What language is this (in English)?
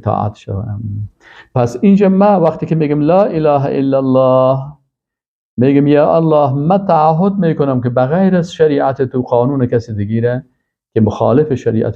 Persian